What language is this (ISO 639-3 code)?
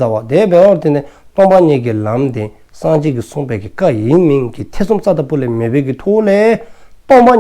dzo